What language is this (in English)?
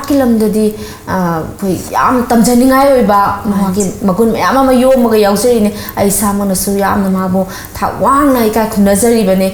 Manipuri